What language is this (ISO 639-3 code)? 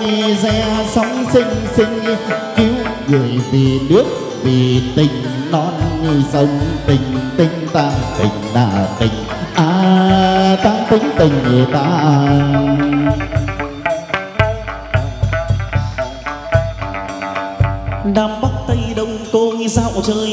vie